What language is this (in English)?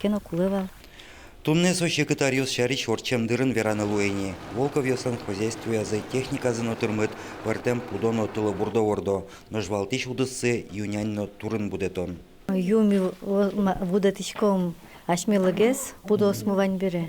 Udmurt